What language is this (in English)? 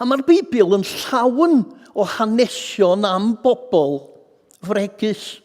Welsh